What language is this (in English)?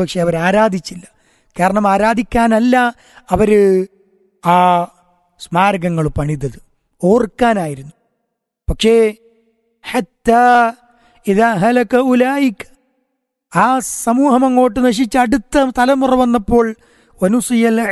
Malayalam